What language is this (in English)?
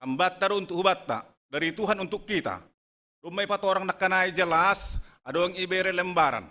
Batak Simalungun